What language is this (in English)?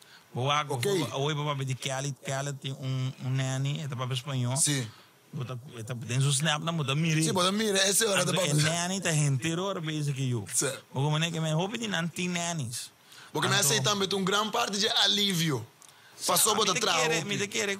Papiamento